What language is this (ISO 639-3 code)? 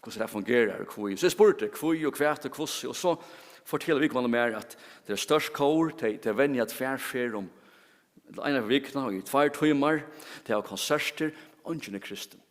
fao